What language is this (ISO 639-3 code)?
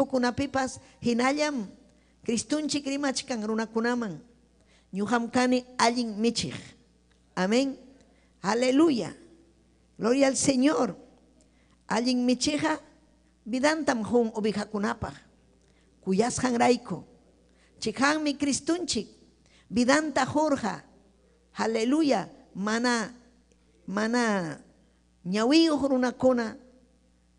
quy